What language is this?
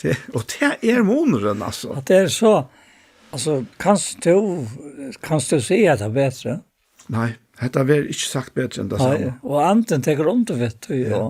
Faroese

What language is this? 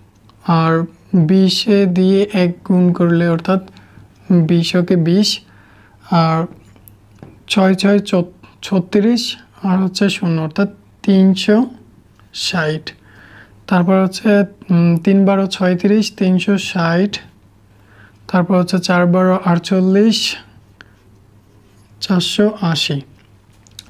Bangla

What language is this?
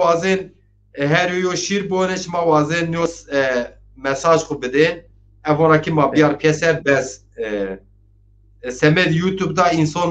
Zaza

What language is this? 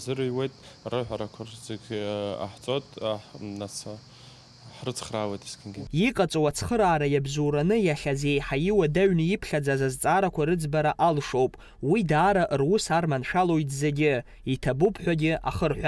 Abkhazian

